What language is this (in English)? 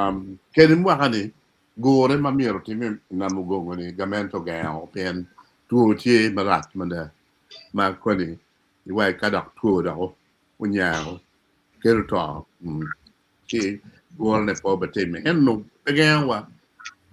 Acoli